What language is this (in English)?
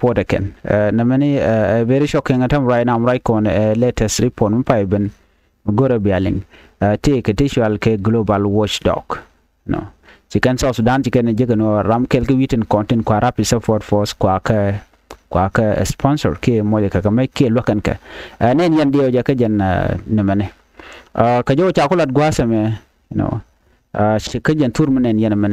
Nuer